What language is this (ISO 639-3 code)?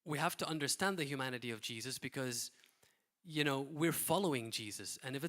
eng